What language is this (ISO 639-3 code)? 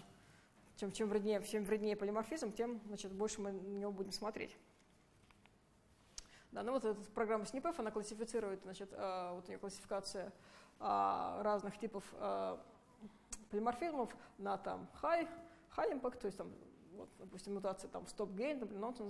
rus